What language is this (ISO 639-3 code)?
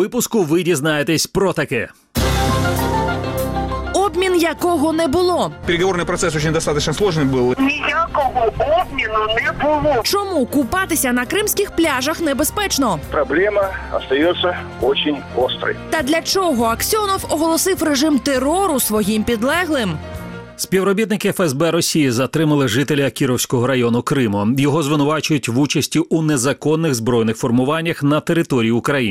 ukr